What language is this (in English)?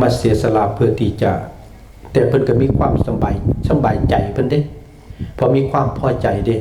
Lao